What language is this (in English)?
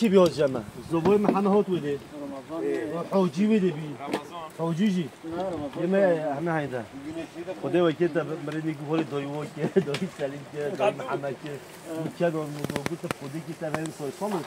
Kurdish